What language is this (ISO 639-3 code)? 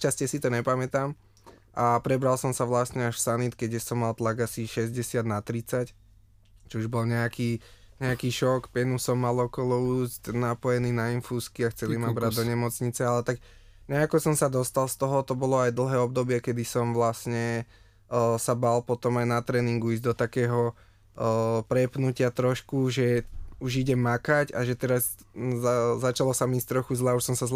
slk